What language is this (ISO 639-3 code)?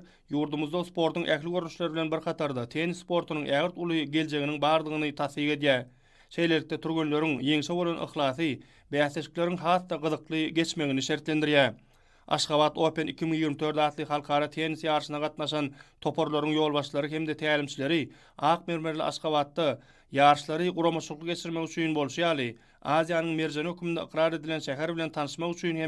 tuk